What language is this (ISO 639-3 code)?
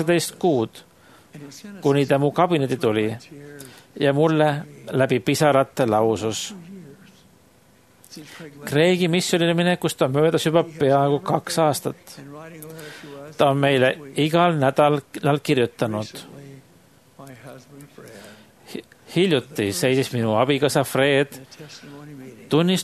est